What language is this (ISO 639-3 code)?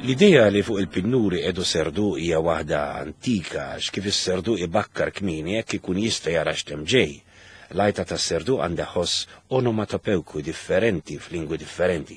mlt